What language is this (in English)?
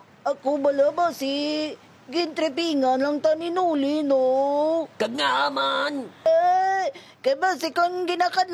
Hiligaynon